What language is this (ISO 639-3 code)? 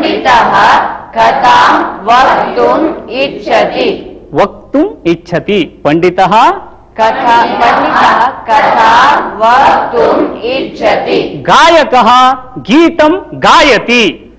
san